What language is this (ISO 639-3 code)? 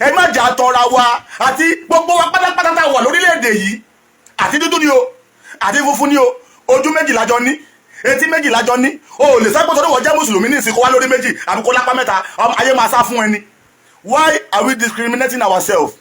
yor